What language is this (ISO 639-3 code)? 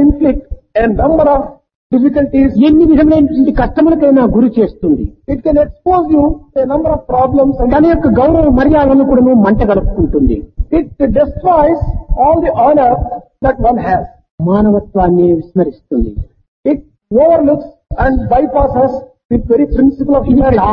tel